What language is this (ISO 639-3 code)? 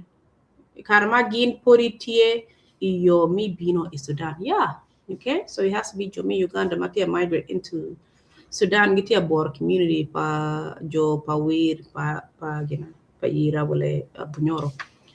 ach